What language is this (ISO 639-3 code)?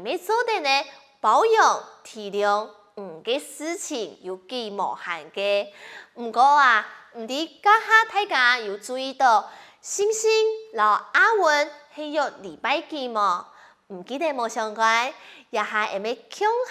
hak